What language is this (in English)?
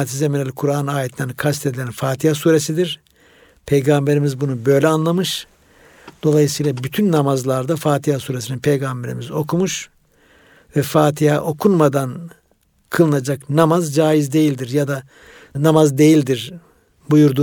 Turkish